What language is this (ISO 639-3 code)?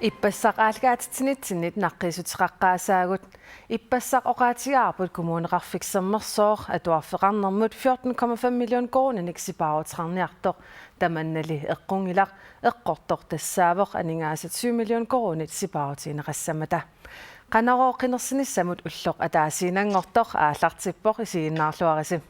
kal